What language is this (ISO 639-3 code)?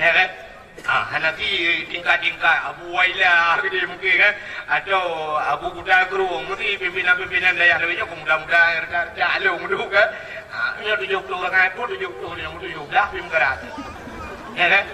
ace